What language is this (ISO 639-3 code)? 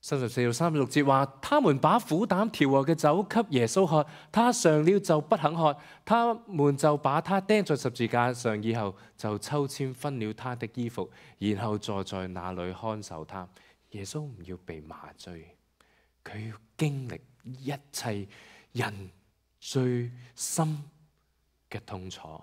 yue